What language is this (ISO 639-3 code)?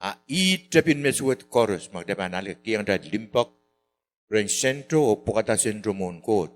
pon